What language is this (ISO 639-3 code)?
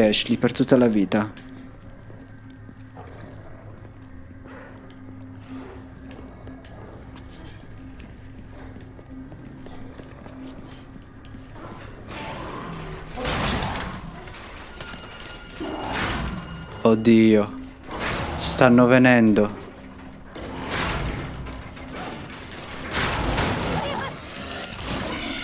ita